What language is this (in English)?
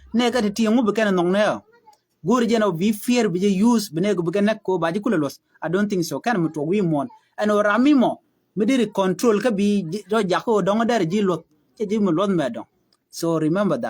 Nuer